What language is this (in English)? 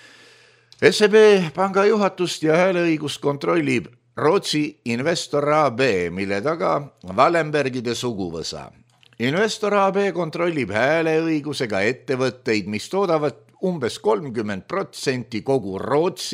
Estonian